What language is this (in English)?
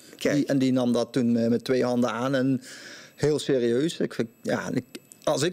Dutch